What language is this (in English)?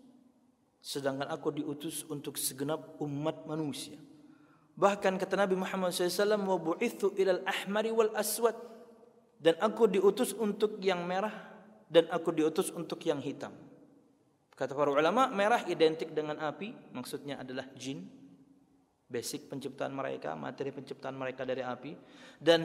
Indonesian